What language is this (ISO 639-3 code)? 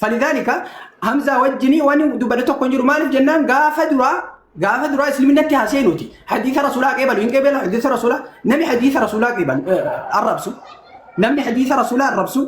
orm